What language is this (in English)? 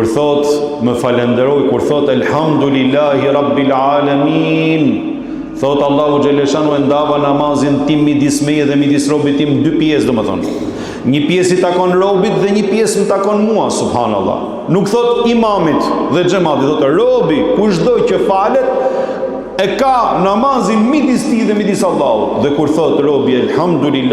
Albanian